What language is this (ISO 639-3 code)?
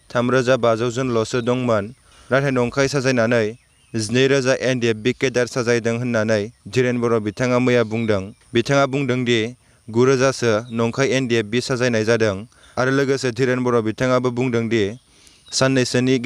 brx